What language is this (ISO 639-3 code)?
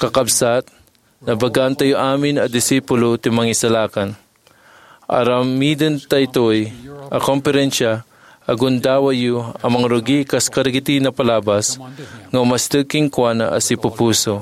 ilo